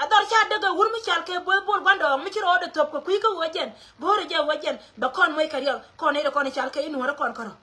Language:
Nuer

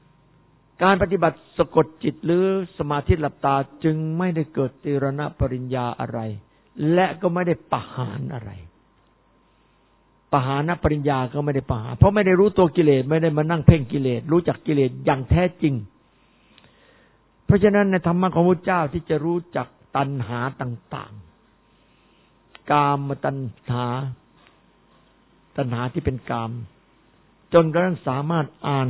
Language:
Thai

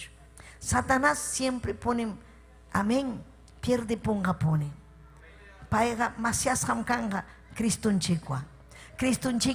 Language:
Ayacucho Quechua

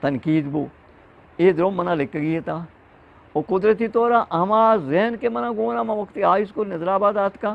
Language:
Eastern Balochi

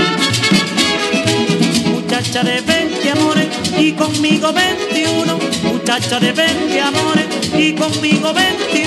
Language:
Spanish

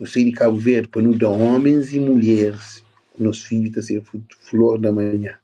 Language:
Kabuverdianu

